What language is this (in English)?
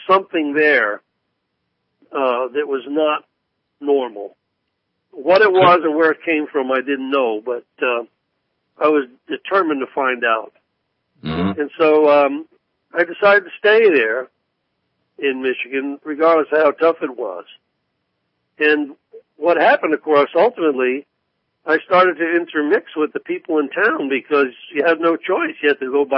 English